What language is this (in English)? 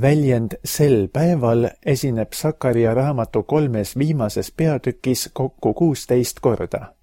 Estonian